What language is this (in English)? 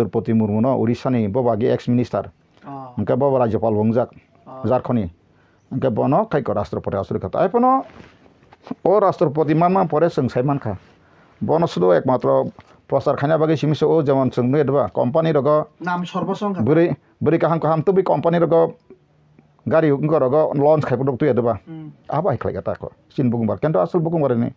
Kok Borok